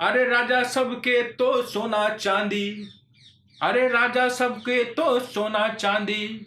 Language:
Magahi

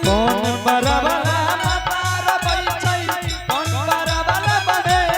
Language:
Angika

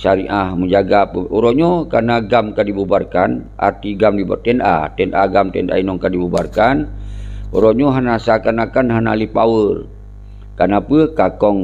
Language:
Achinese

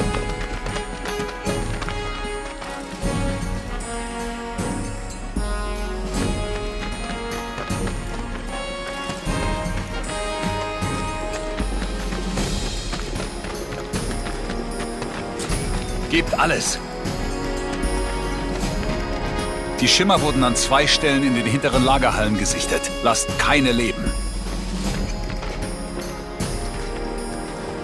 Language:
German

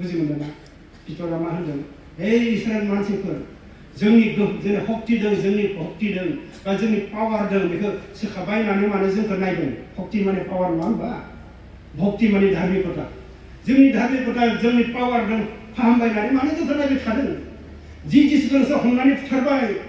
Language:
Bodo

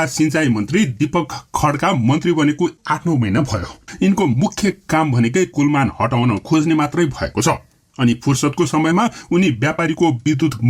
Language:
Nepali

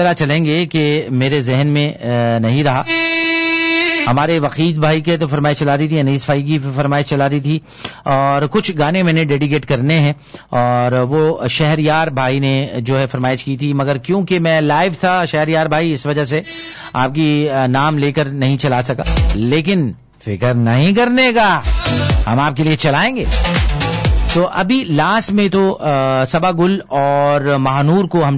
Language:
Urdu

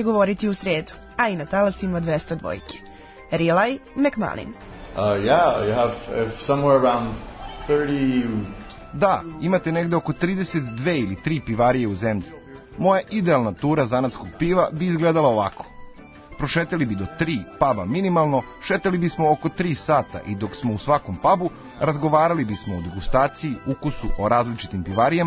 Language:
Serbian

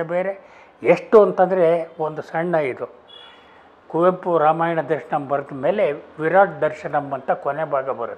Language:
Kannada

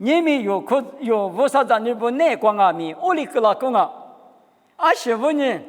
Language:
Lisu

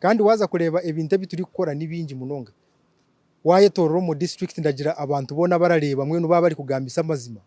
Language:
Nyankole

